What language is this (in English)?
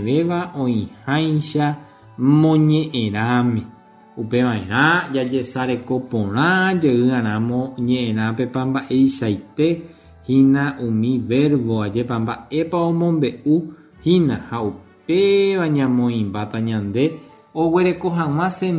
Guarani